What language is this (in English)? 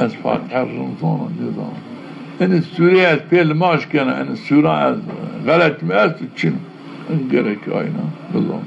Zaza